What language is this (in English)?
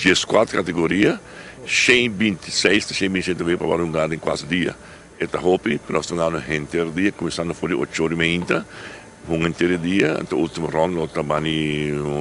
Papiamento